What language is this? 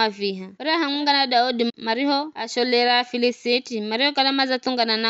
Giryama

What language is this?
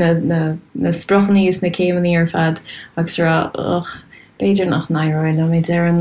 Irish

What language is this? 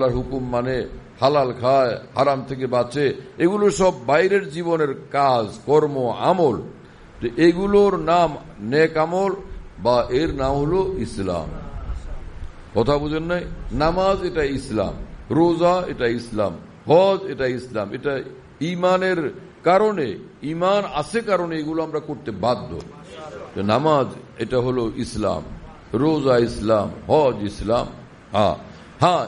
Bangla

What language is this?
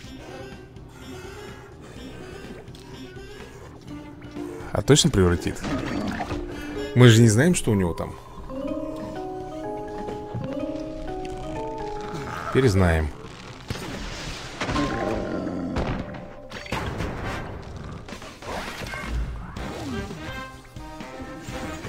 Russian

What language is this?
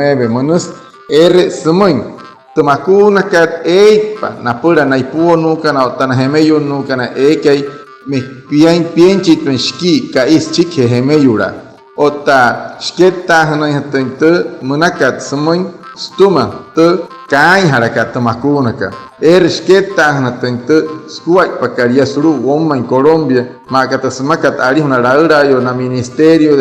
Wayuu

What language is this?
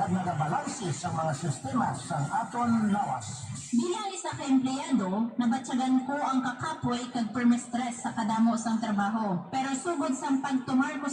Hiligaynon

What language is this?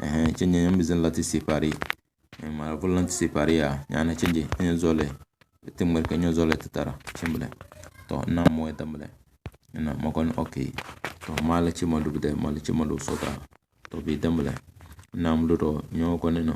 Tem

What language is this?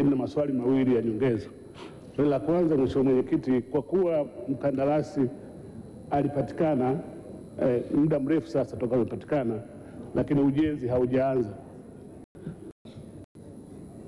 Swahili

